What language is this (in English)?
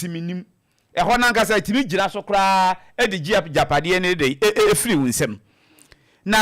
Akan